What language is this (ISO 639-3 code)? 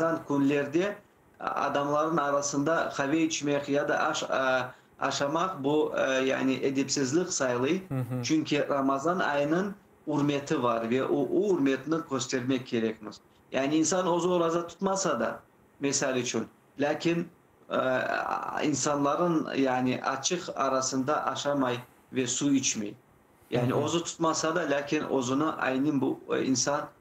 crh